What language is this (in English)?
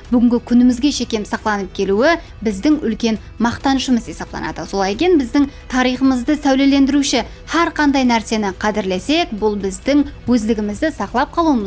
Kara-Kalpak